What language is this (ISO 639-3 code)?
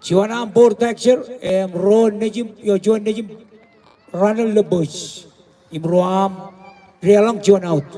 mah